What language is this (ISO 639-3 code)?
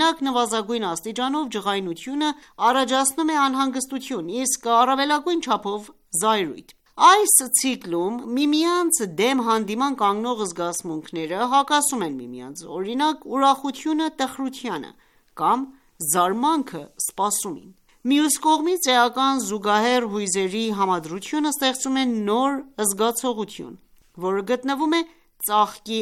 hye